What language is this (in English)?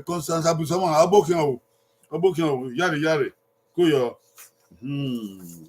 Bini